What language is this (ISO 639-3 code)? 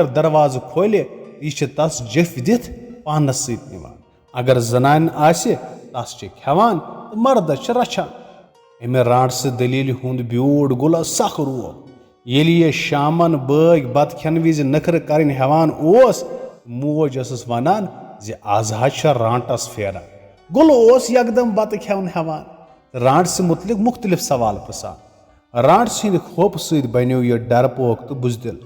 kas